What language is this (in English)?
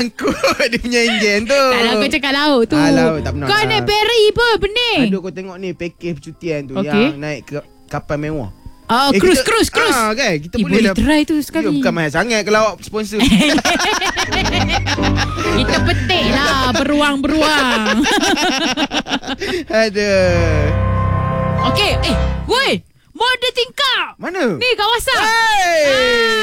Malay